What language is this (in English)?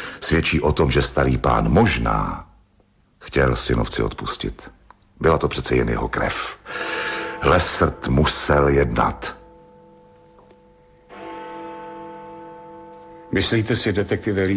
Czech